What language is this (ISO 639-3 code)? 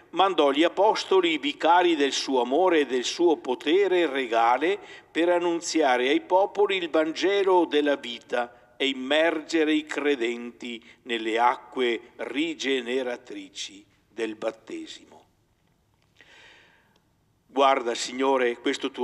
ita